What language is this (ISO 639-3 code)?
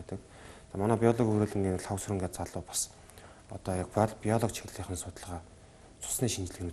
mon